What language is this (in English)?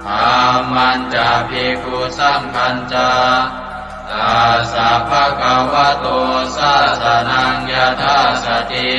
Pali